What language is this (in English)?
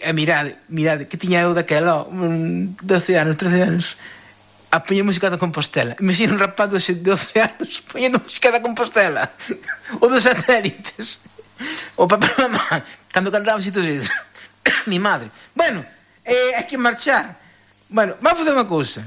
Galician